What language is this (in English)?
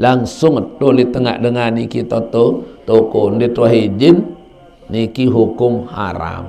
Sasak